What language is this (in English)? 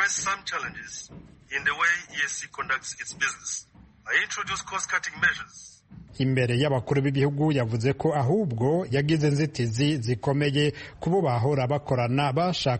Kinyarwanda